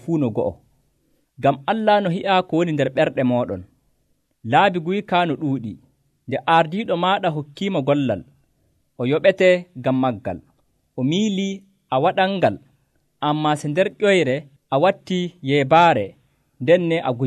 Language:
Nigerian Fulfulde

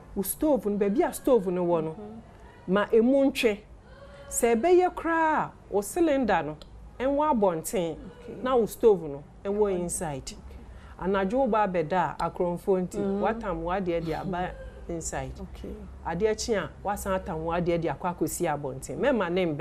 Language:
Akan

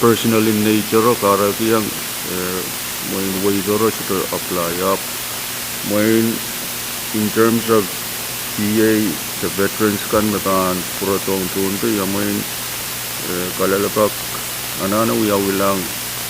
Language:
Pohnpeian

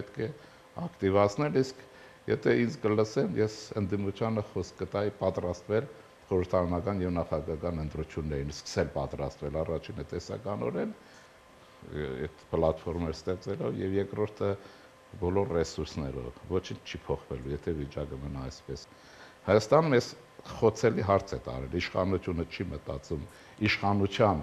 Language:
Armenian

